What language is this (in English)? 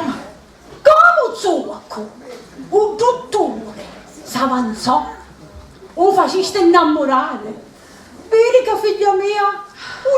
Sicilian